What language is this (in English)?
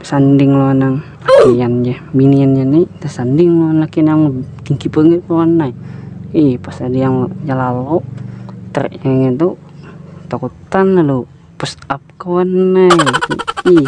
Banjar